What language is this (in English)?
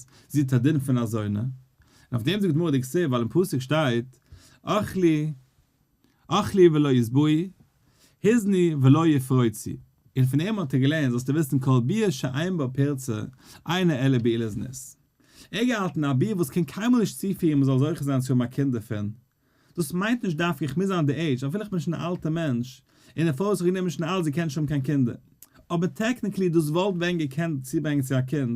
Yiddish